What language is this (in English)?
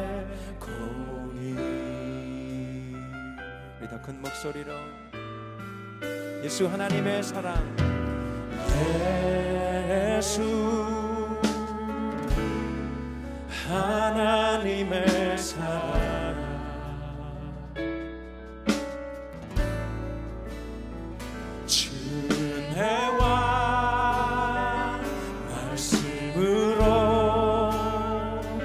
Korean